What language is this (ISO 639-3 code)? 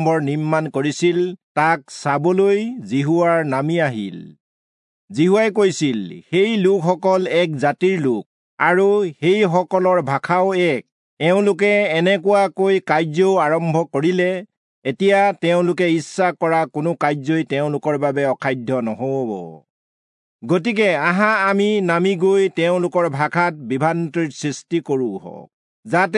asm